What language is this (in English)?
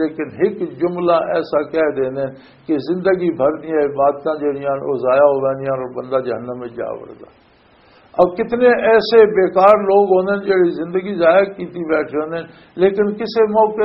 Western Panjabi